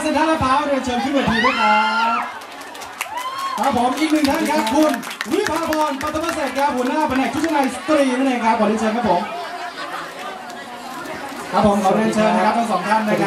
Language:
Thai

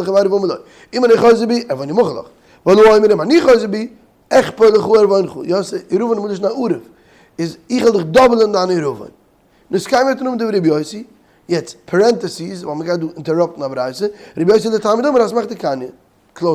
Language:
Yiddish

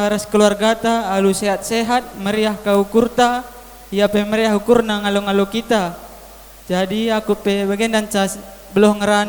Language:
Batak Karo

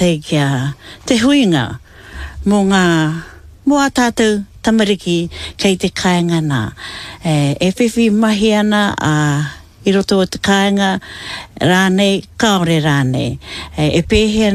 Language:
Māori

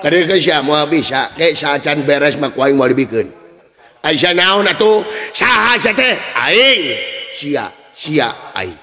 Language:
Sundanese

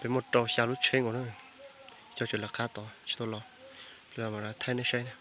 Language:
Hmong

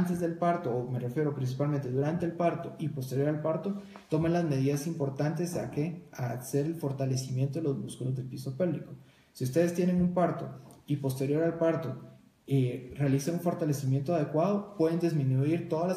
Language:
Spanish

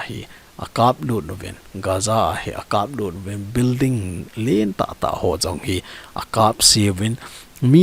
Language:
Thado Chin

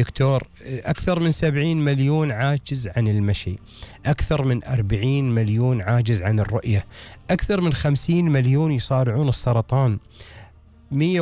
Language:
Gulf Arabic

